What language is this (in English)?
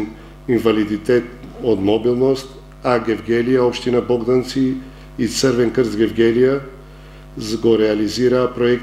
Macedonian